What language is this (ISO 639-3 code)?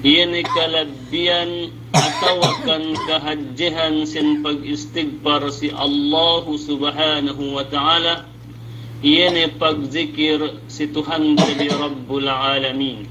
yka